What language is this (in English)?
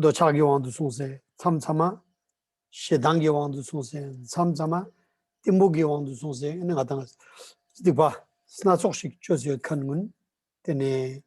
Tibetan